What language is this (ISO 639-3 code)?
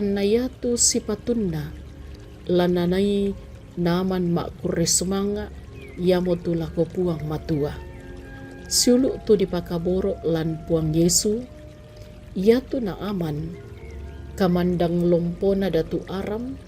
sda